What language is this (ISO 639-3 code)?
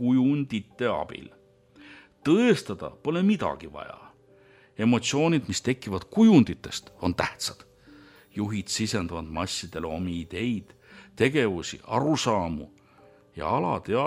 est